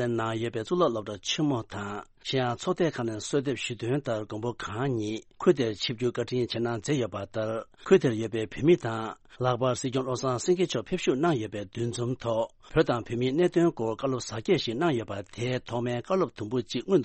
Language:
Tibetan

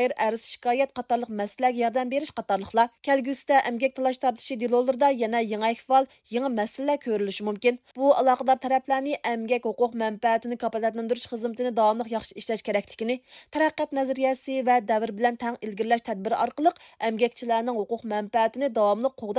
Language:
Uyghur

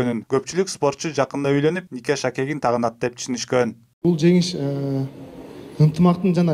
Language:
Kyrgyz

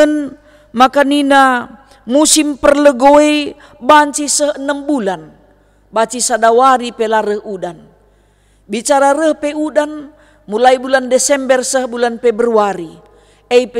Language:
Batak Karo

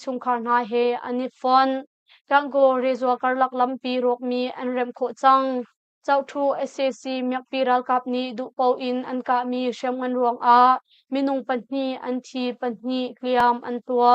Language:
Hakha Chin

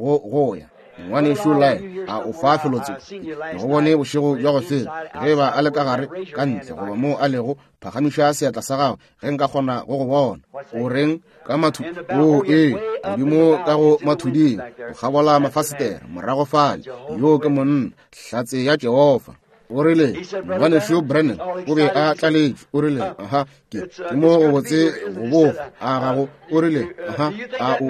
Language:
Northern Sotho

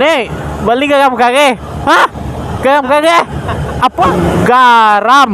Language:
Minangkabau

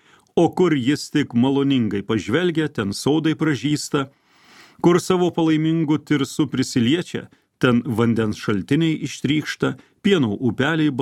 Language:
Lithuanian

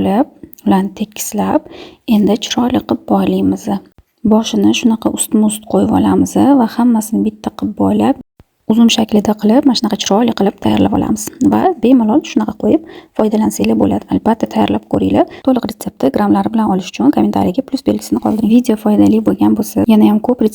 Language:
Uzbek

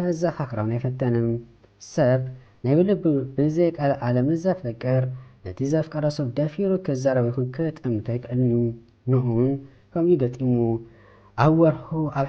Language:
Tigrinya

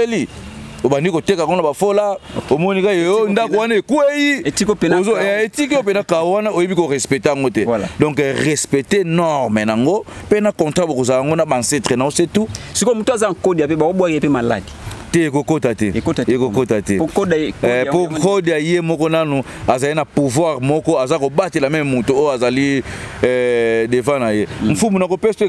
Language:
Lingala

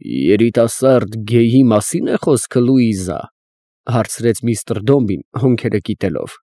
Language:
Armenian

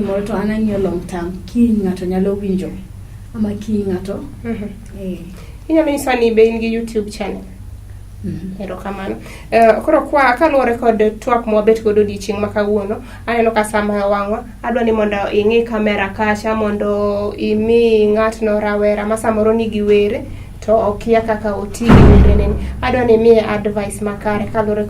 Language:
Luo (Kenya and Tanzania)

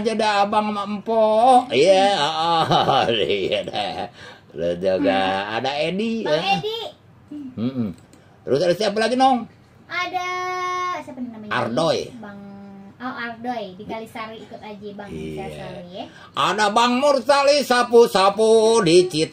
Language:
Betawi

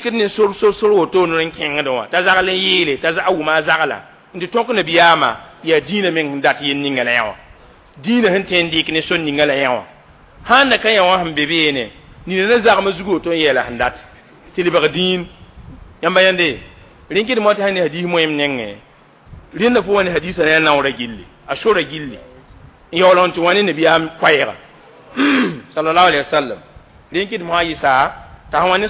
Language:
Mossi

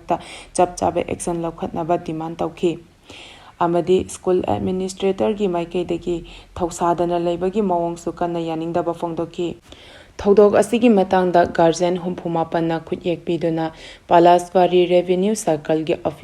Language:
Manipuri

